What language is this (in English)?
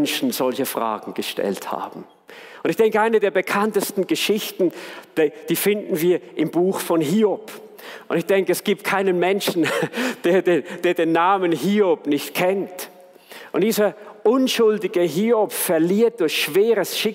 Swiss German